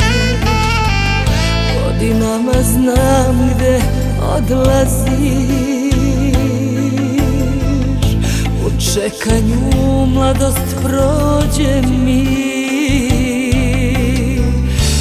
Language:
Serbian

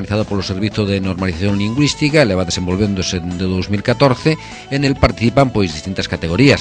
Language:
Galician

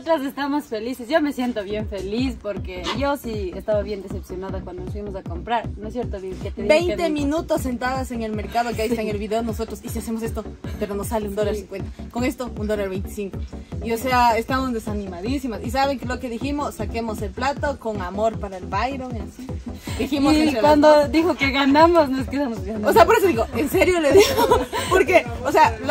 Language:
Spanish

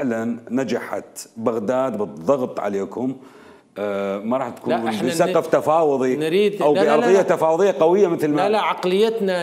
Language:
Mesopotamian Arabic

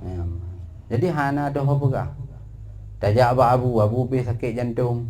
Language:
Achinese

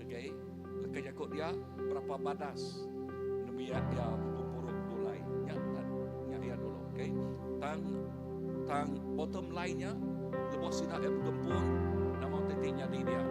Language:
Iban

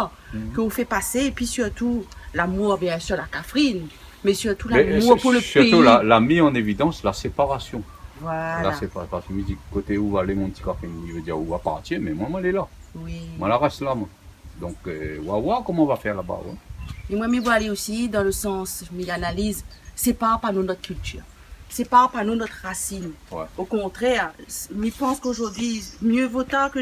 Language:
Réunion Creole French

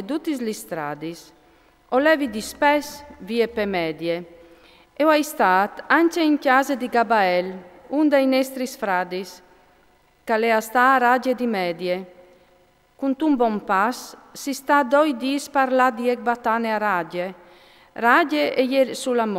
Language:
Friulian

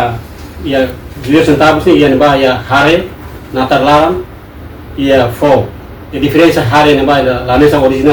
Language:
Tetum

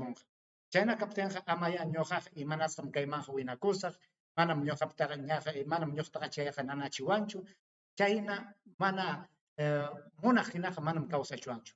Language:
Ayacucho Quechua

